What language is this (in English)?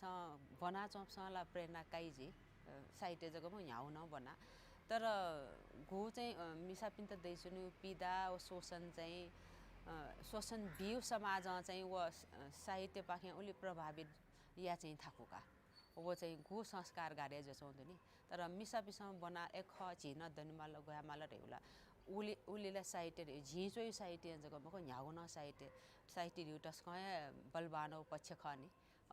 Newari